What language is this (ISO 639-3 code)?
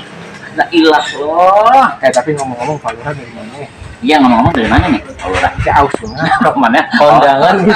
bew